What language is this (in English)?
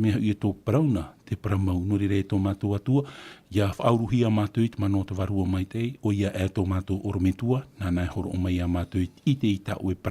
Tahitian